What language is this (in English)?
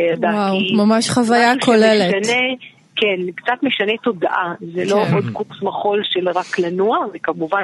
Hebrew